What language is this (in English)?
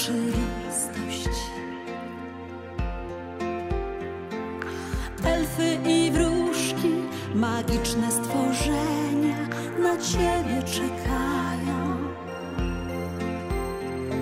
Polish